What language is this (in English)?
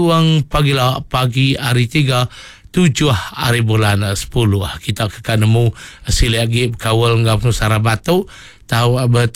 Iban